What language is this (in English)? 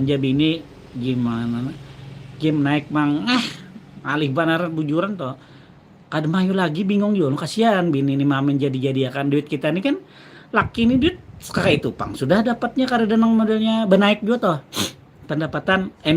Banjar